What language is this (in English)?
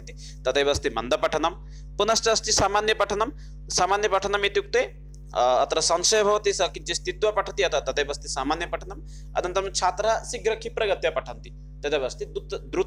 Sanskrit